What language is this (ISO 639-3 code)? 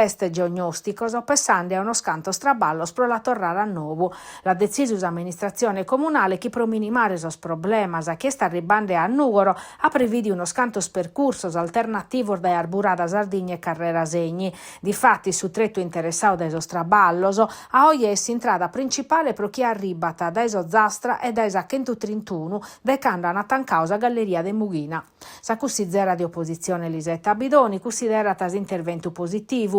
srd